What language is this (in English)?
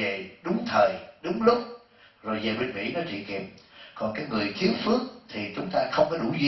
Vietnamese